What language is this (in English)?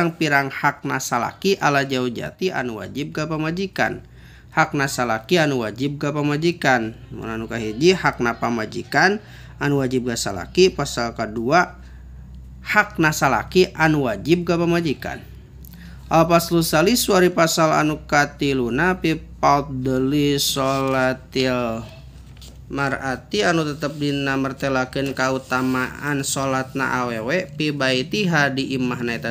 Sundanese